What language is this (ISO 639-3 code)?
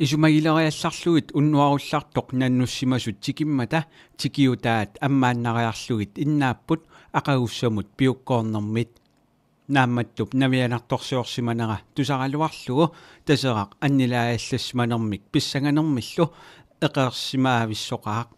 kal